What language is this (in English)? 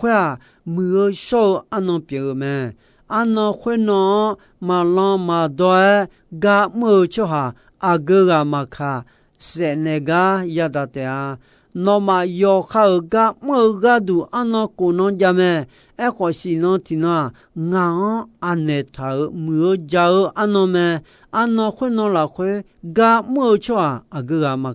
Akha